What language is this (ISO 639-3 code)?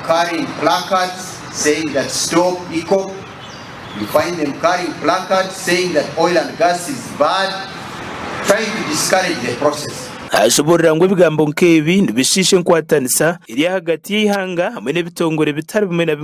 nyn